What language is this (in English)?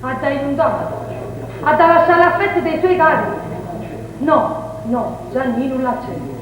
Neapolitan